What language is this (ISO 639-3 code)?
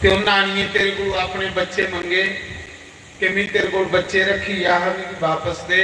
doi